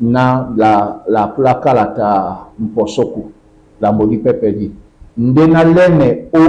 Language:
Duala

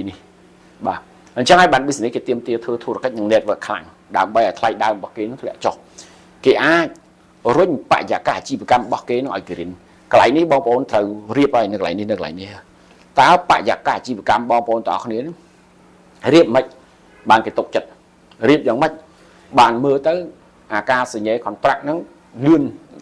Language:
Khmer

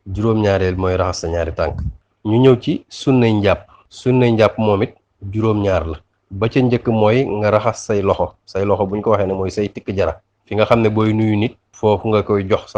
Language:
Wolof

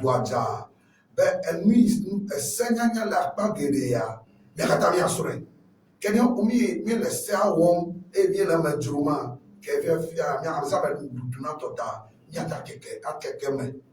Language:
Ewe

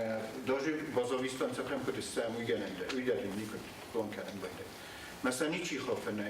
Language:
Ossetic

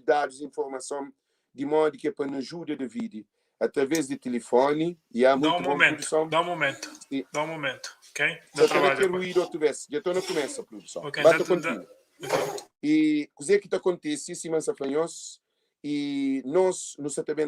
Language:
Kabuverdianu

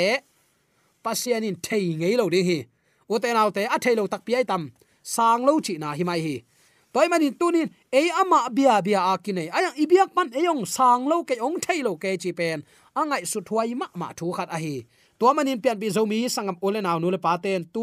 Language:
Tedim Chin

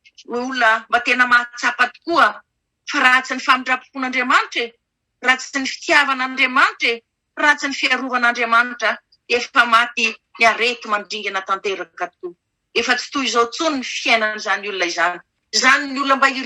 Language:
Malagasy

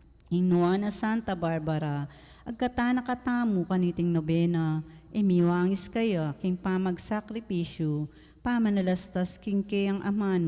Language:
Pampanga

